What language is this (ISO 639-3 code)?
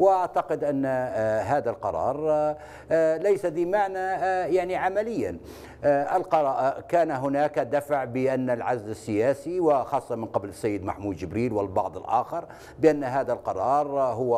ara